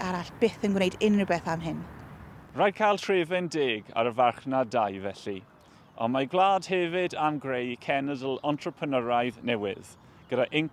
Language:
Welsh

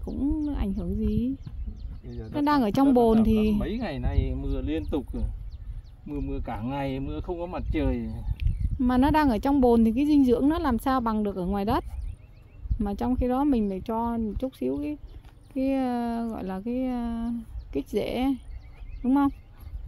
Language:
Vietnamese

